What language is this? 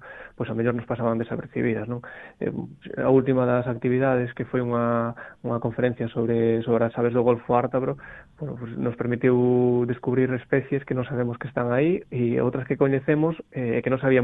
Galician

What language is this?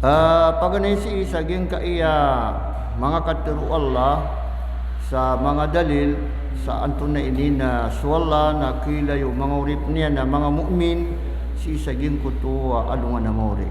Maranao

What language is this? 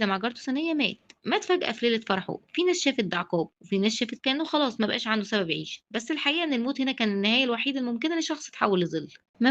Egyptian Arabic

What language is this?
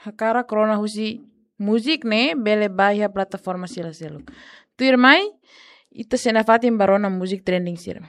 Tetum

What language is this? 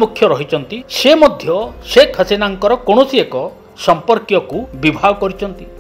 Odia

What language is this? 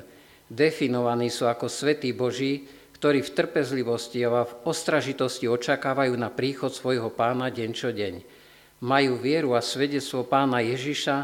Slovak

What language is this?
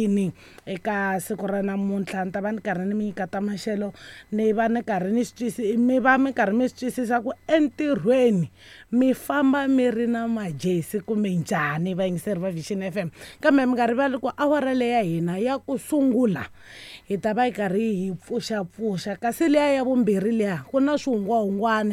Tsonga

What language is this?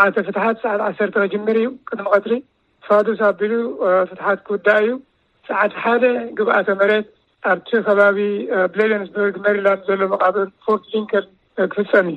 Tigrinya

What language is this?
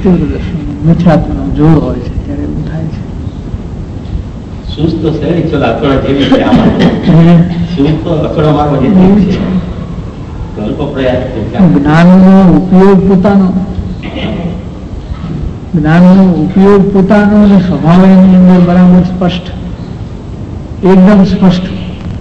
Gujarati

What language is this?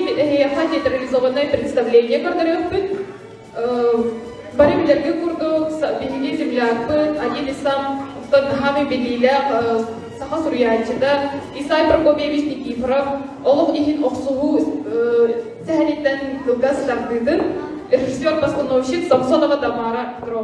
Yakut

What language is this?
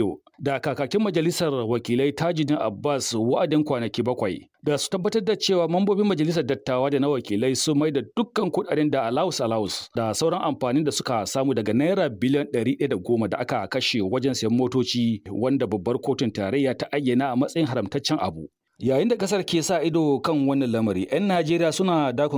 Hausa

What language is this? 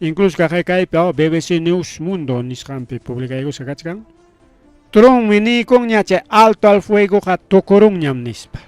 Ayacucho Quechua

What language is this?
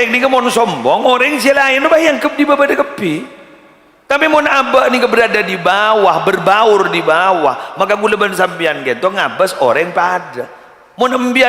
Madurese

